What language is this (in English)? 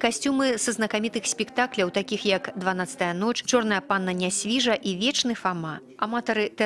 Belarusian